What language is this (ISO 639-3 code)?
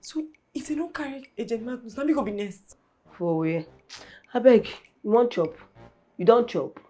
pcm